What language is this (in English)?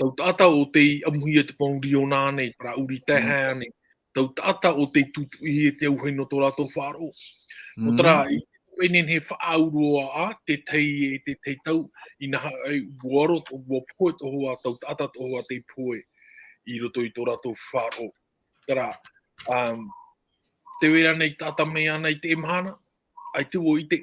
Tahitian